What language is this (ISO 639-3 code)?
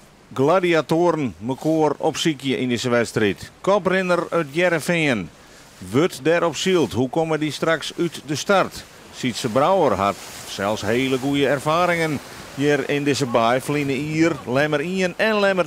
fry